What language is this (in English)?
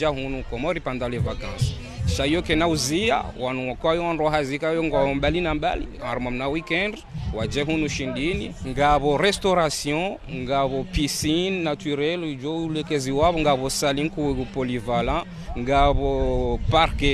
Ngazidja Comorian